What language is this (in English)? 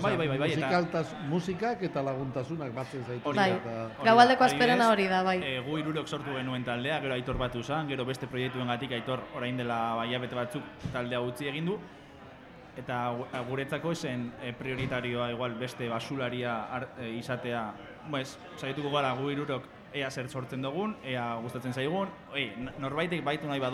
Basque